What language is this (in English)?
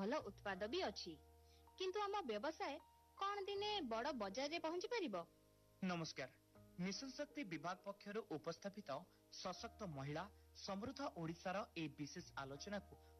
Odia